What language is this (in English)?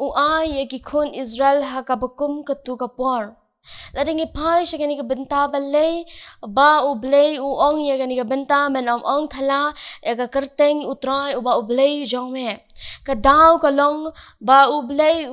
Khasi